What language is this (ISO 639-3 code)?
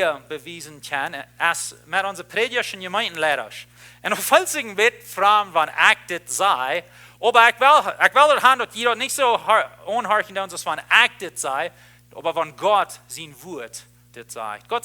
pdt